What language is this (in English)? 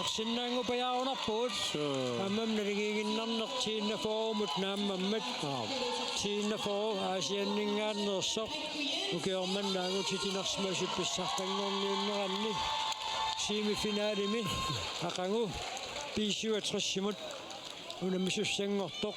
Kalaallisut